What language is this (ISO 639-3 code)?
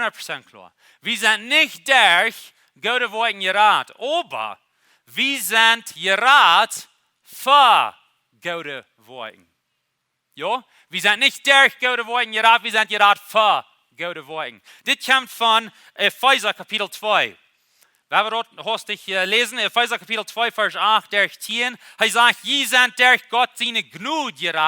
pdt